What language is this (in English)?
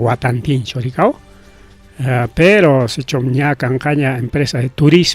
Ayacucho Quechua